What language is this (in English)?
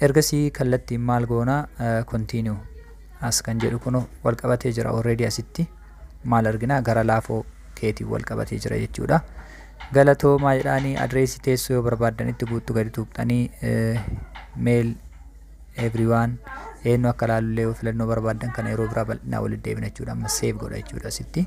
Oromo